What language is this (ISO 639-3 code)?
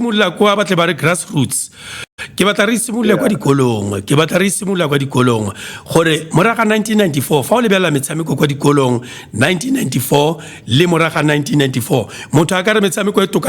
tsn